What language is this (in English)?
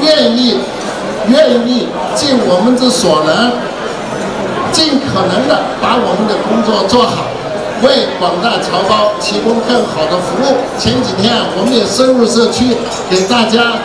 Chinese